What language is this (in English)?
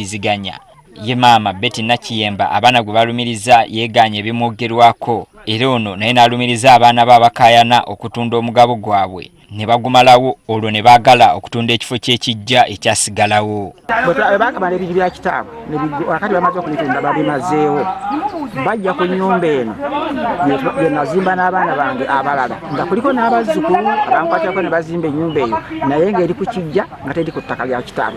Ganda